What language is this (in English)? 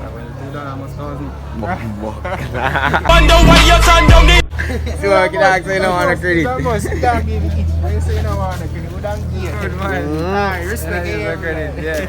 Jamaican Creole English